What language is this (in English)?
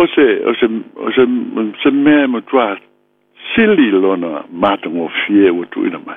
Samoan